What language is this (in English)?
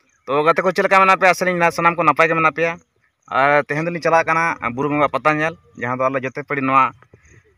Santali